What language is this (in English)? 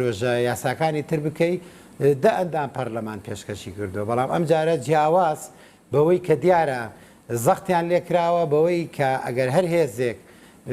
Central Kurdish